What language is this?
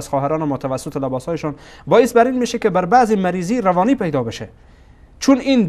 Persian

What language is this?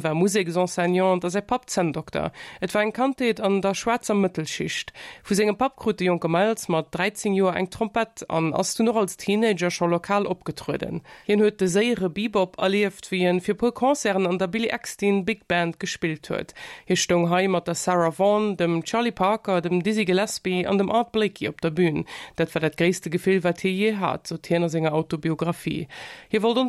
Luxembourgish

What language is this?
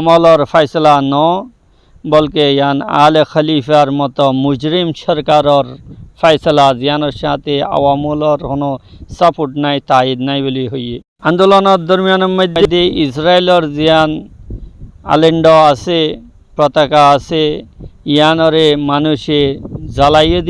Rohingya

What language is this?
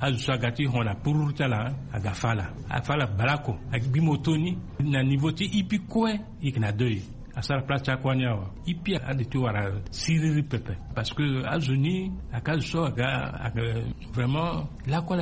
Sango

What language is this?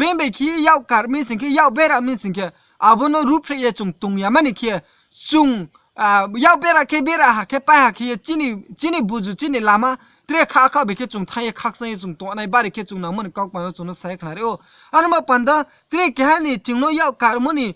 Riang (India)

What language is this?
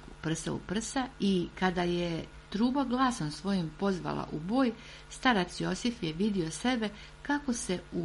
Serbian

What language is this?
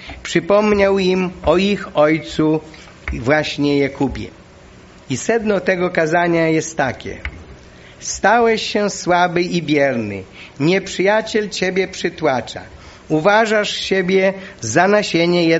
Polish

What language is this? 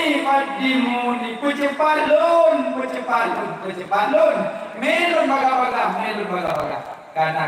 Achinese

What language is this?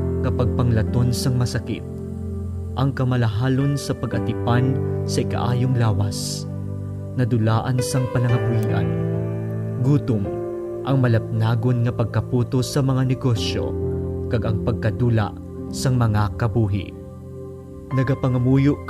Hiligaynon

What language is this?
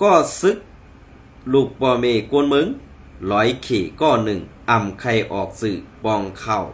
Shan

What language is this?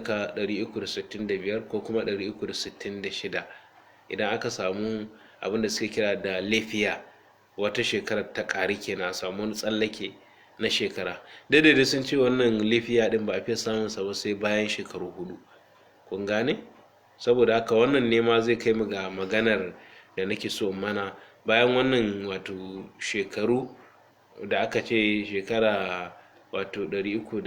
Hausa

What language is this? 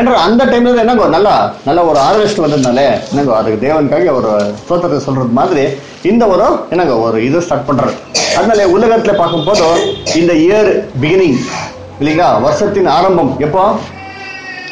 Tamil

